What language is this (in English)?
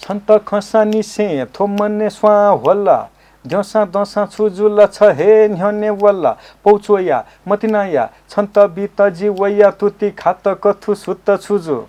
Newari